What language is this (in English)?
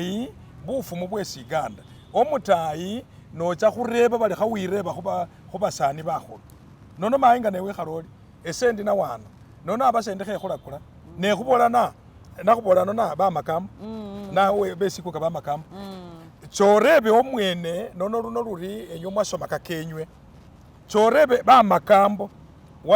Masaaba